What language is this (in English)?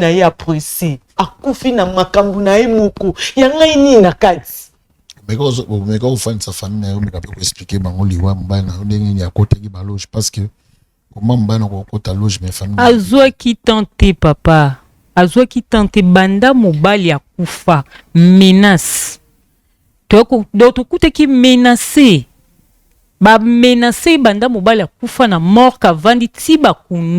Lingala